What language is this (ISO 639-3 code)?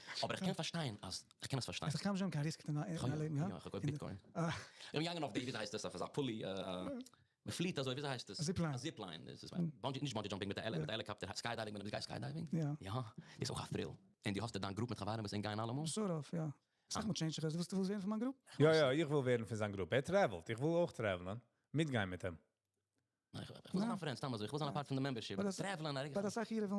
yid